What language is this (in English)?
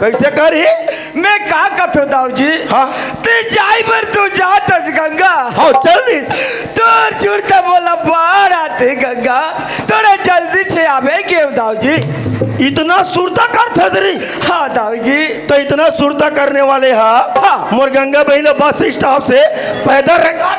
Chhattisgarhi